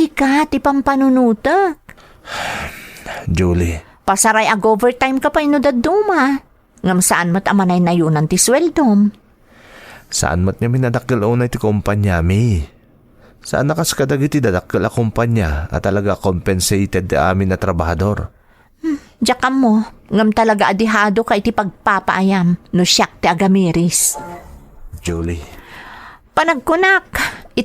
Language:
Iloko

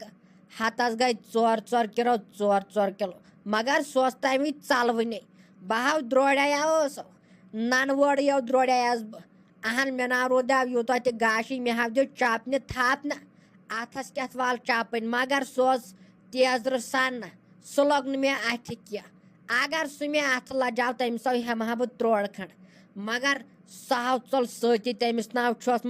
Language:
Kashmiri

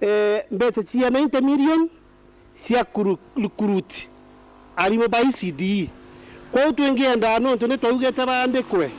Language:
Meru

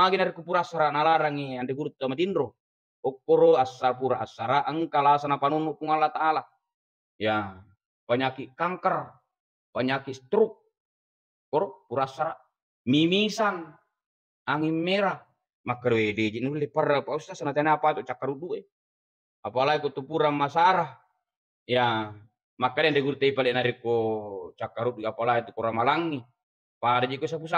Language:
Buginese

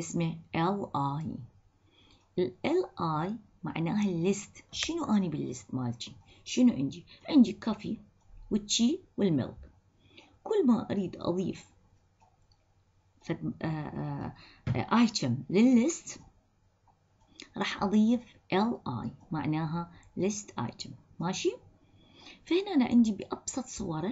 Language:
Mesopotamian Arabic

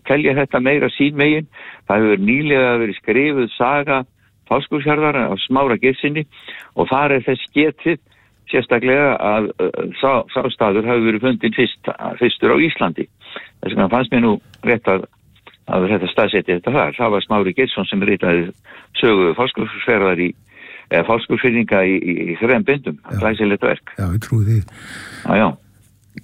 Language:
Icelandic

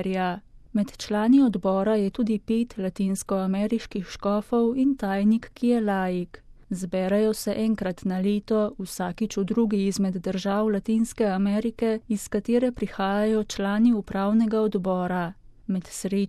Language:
Slovenian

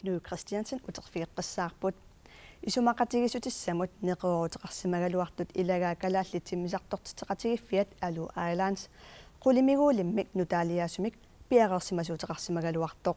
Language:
Kalaallisut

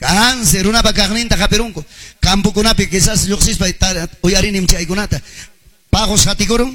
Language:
Ayacucho Quechua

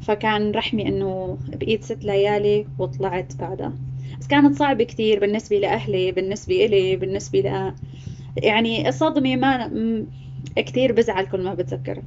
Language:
North Levantine Arabic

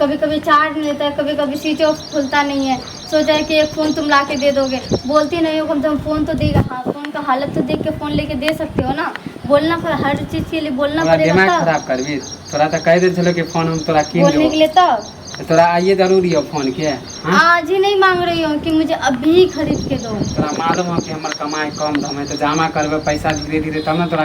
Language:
Maithili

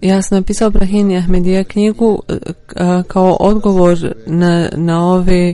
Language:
Bosnian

